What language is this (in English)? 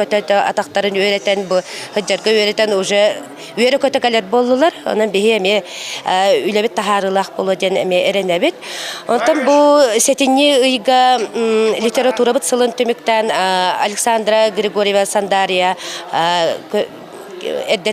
Yakut